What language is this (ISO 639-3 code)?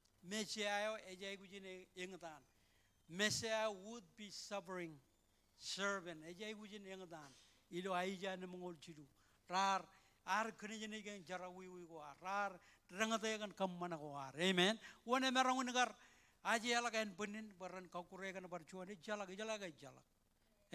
mah